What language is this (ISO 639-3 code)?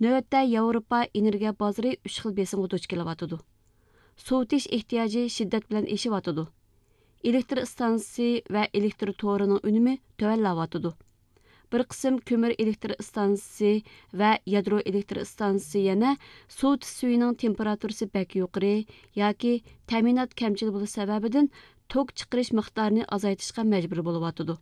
uig